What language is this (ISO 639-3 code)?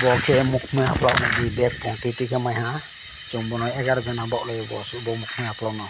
ria